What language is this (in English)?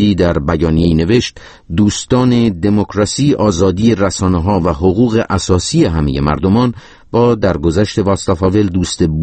Persian